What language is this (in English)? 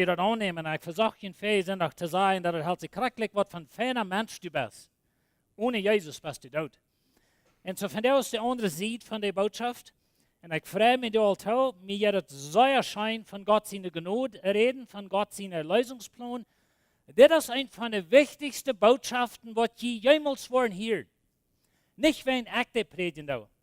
Plautdietsch